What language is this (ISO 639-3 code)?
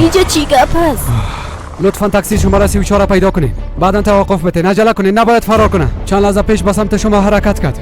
fas